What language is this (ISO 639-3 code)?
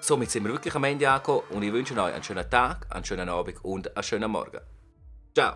gsw